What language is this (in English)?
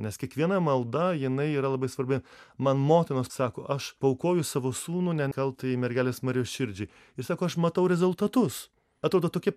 Lithuanian